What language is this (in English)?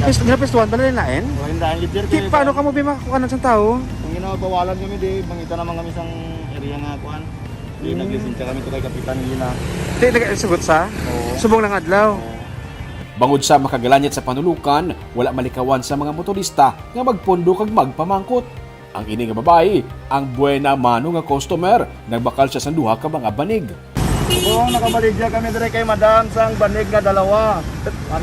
Hiligaynon